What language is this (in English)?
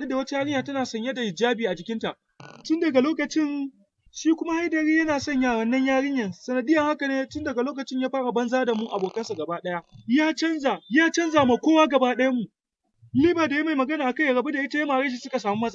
Hausa